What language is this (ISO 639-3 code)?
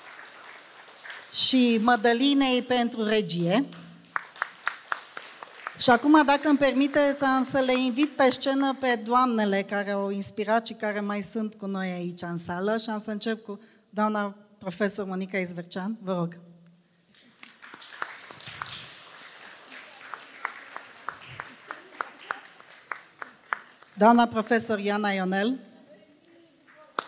ron